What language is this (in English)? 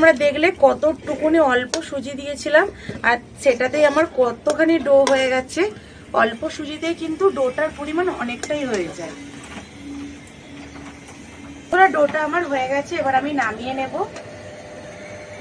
Bangla